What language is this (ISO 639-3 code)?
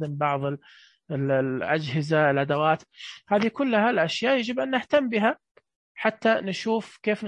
ars